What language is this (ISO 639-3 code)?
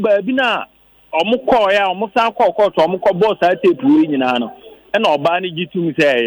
aka